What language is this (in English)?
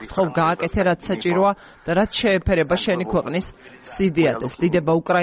Georgian